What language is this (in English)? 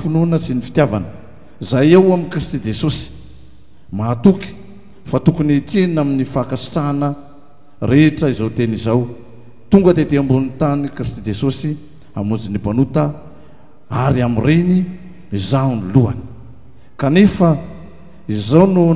Malagasy